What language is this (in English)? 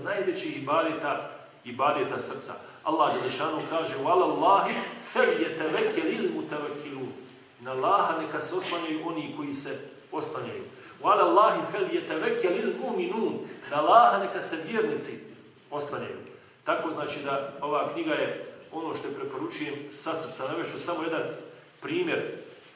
Bosnian